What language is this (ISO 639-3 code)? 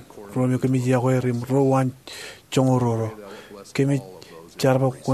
mah